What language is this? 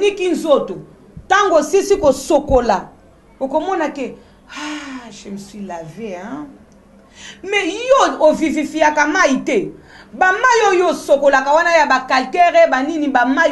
Lingala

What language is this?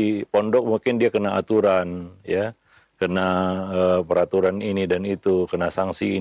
Indonesian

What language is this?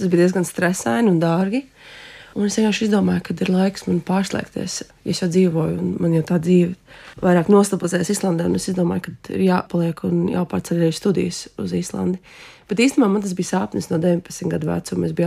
Latvian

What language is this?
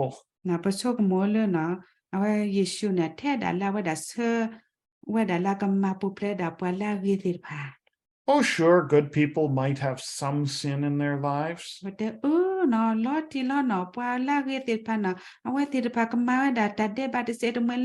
S'gaw Karen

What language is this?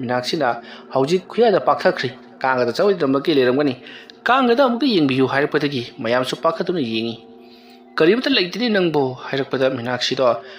Manipuri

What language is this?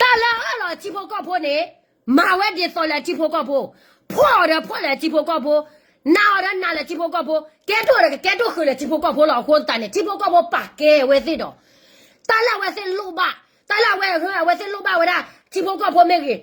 S'gaw Karen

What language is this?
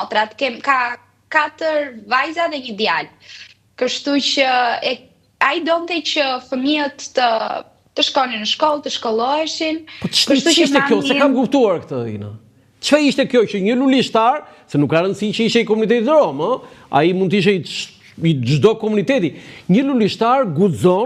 Albanian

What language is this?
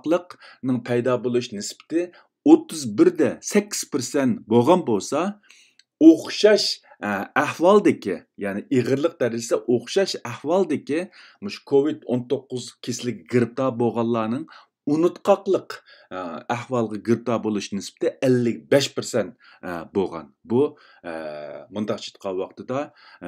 Uyghur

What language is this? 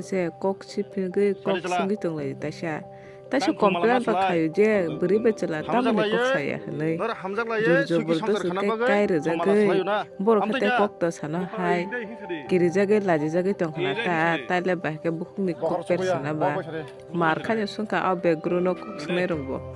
Kok Borok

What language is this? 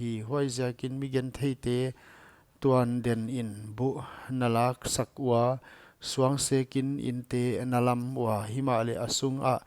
Paite Chin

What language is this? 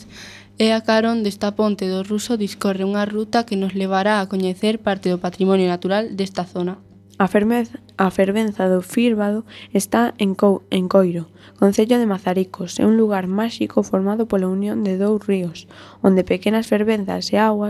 Galician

